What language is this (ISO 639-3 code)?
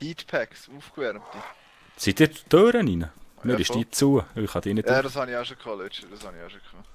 gsw